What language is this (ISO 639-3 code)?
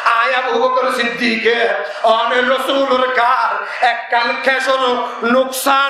rhg